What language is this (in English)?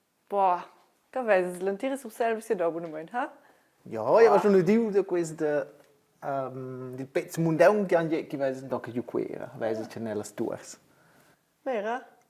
Romansh